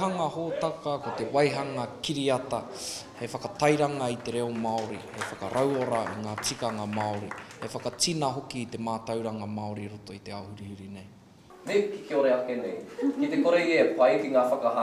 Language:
Māori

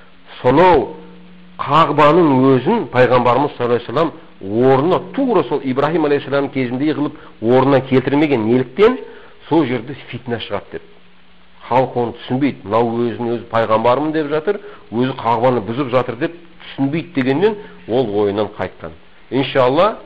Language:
Kazakh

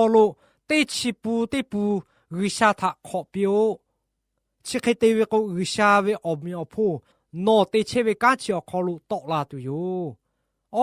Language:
Lahu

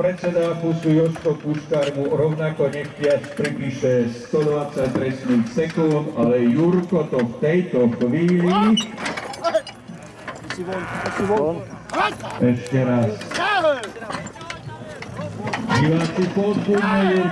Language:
Slovak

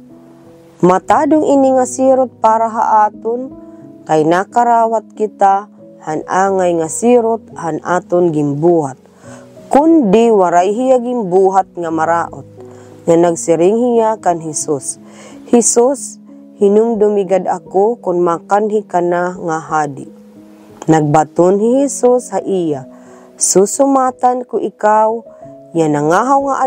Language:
Waray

